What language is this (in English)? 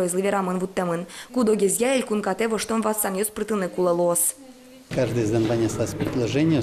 Udmurt